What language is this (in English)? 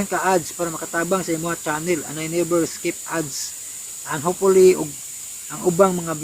Cebuano